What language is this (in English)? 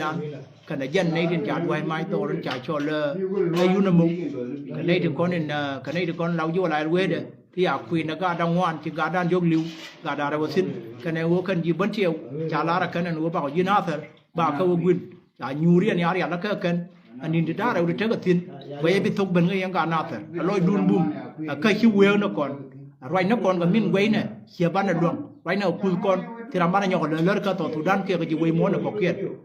Nuer